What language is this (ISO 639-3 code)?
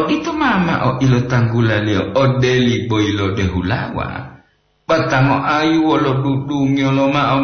gor